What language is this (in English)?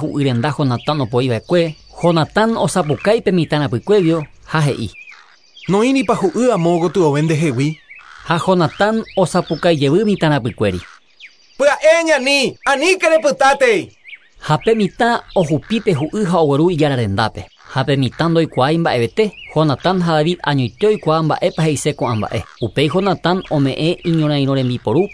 Guarani